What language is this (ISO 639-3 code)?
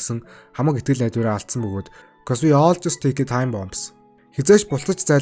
mon